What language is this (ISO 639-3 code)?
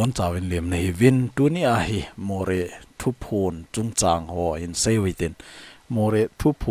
tcz